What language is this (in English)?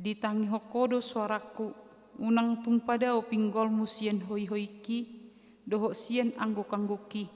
Batak Toba